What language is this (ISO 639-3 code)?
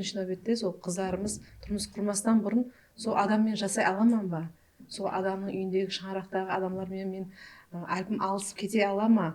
kaa